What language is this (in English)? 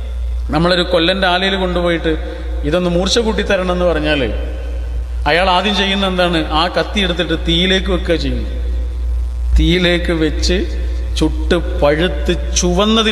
Malayalam